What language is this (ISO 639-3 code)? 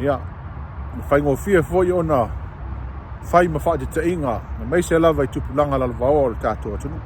smo